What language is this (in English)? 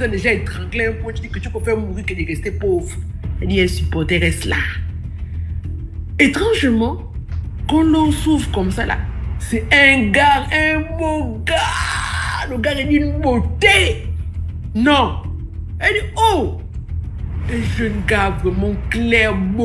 French